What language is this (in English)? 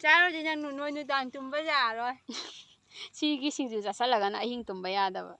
Manipuri